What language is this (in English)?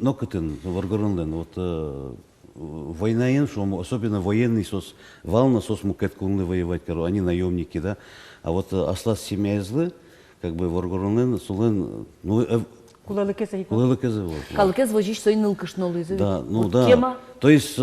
Udmurt